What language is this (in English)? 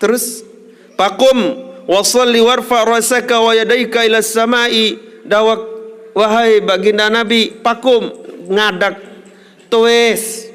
Sasak